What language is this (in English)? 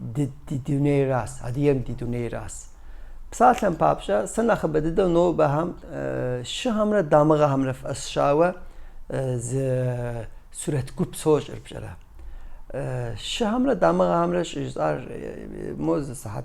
Kabardian